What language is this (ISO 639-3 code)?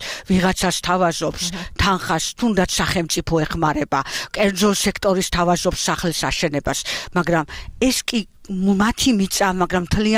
kat